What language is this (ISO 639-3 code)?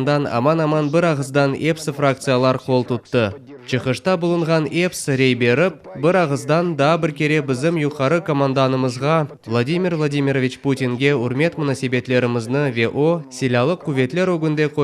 crh